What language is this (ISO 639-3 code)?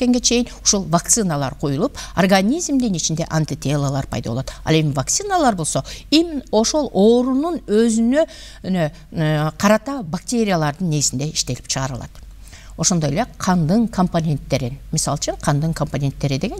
kir